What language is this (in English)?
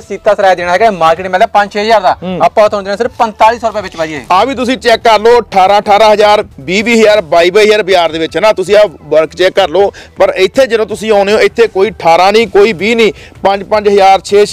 Punjabi